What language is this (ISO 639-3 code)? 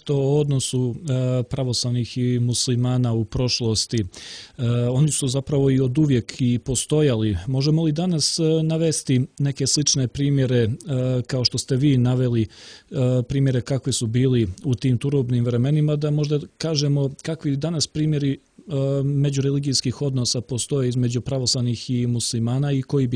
srp